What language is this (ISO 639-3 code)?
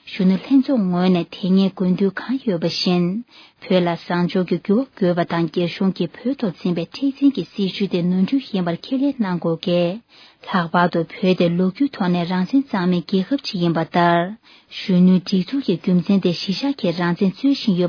bod